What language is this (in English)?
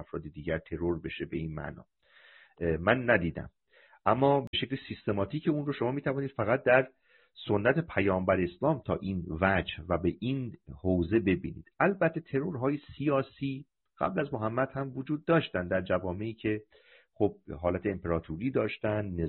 Persian